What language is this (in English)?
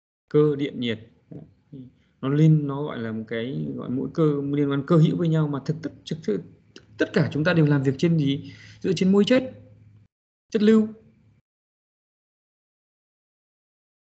Vietnamese